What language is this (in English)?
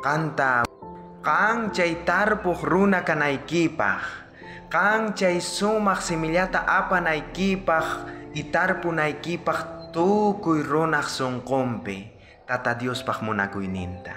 South Bolivian Quechua